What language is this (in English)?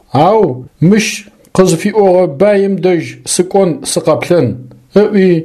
Adyghe